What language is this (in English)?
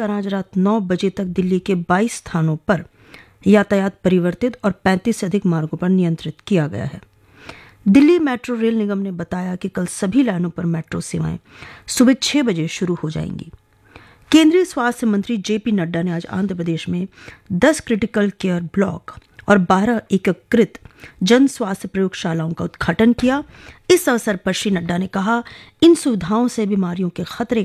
Hindi